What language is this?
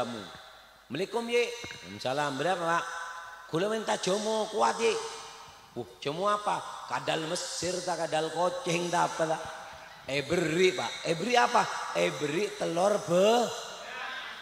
Madurese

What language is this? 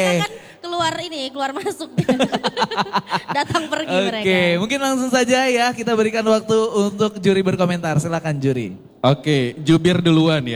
Indonesian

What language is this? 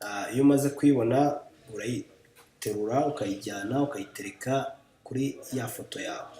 Kinyarwanda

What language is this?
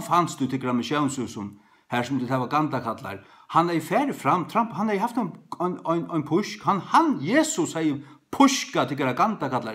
Faroese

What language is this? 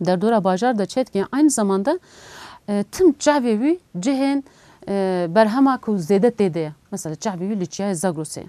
Kurdish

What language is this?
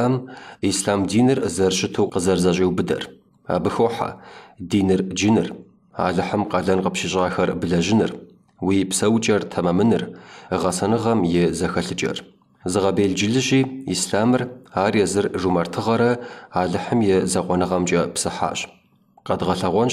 Kabardian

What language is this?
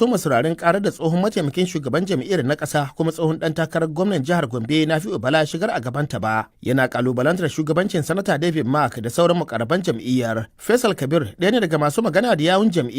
Hausa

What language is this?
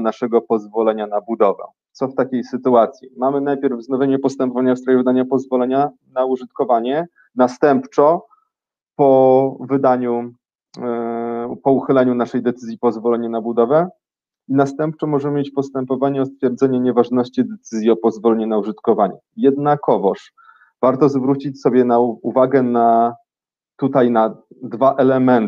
Polish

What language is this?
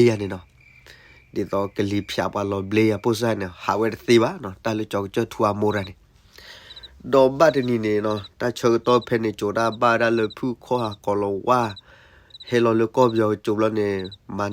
S'gaw Karen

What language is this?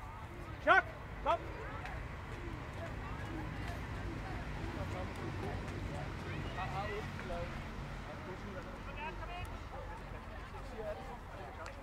Danish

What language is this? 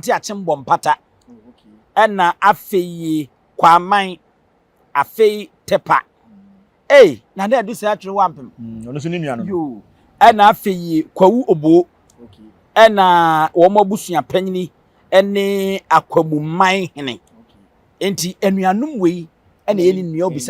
Akan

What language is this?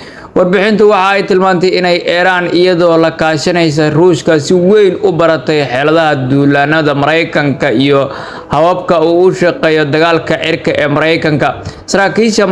Somali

